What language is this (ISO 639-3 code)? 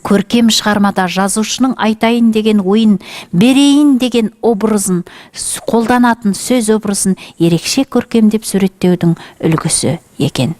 kaz